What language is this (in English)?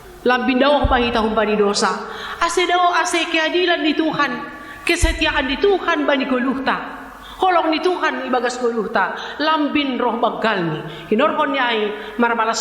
Batak Simalungun